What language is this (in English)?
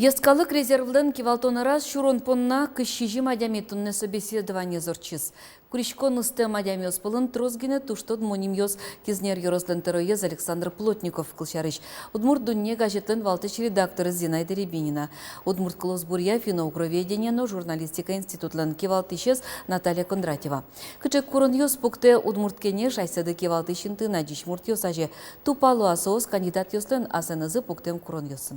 Udmurt